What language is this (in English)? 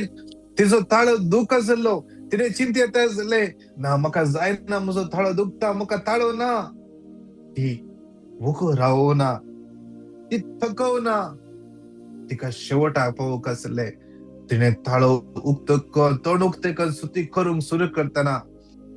Konkani